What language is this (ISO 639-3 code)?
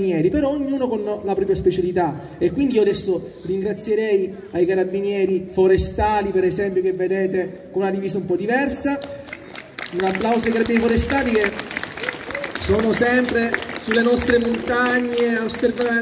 ita